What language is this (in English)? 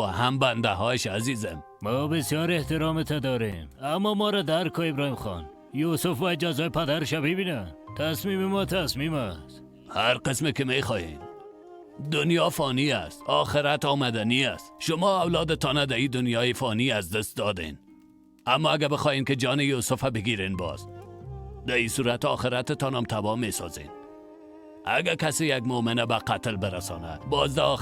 Persian